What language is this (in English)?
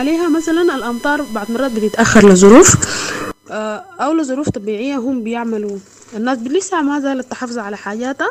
Sudanese Arabic